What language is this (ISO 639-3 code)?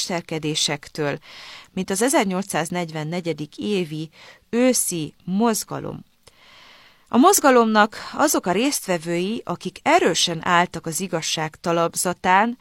hun